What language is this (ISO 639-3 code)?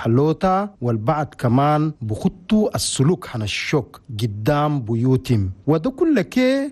shu